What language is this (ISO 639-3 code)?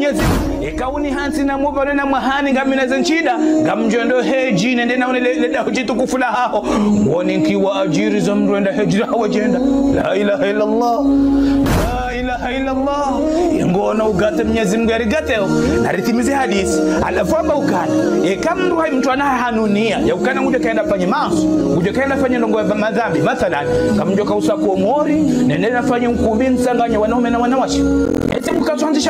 zdj